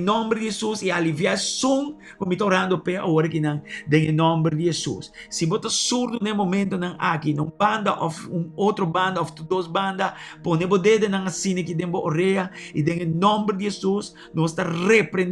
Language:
Papiamento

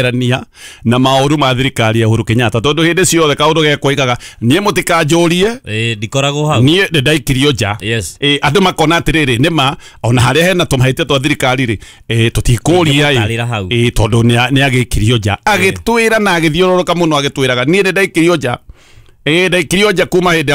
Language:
Kikuyu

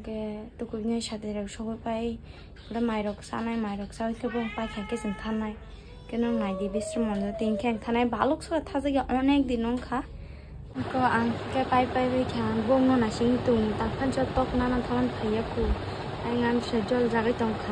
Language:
Kok Borok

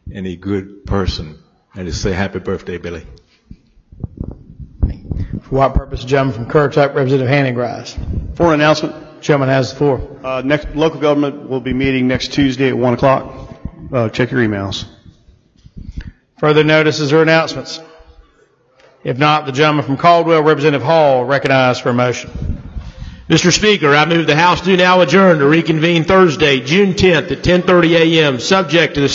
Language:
English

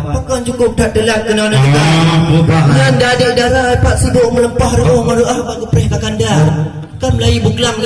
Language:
Achinese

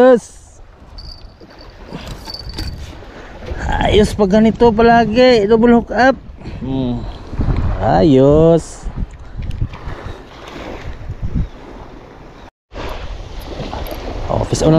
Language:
Filipino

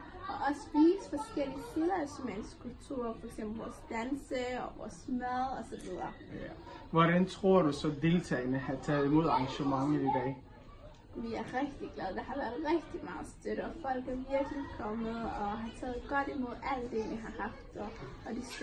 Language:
Danish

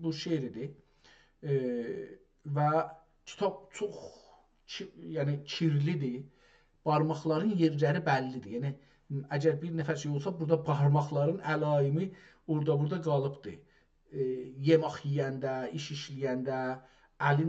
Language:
South Azerbaijani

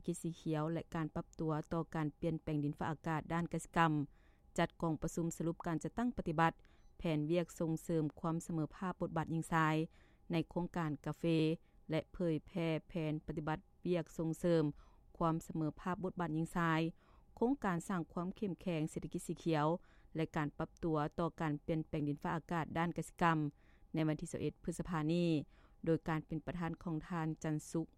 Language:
Lao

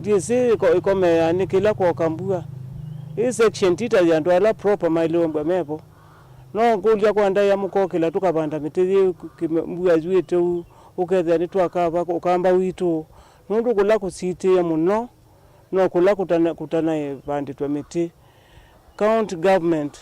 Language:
Kamba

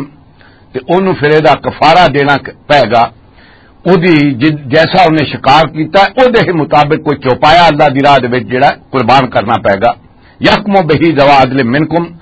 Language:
Western Panjabi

